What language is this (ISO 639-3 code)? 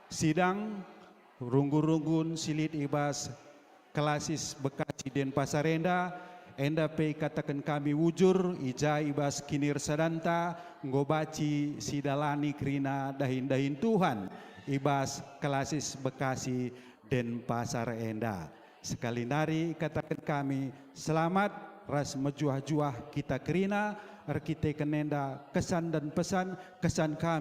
btx